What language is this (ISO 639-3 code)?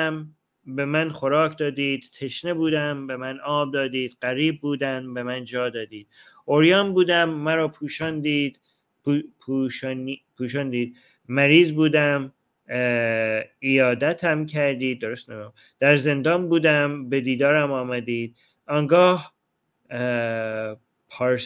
fas